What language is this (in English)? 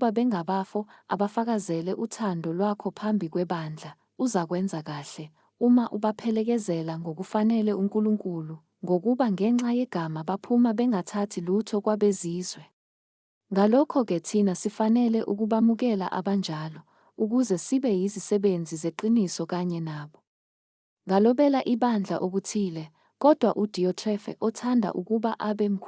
Zulu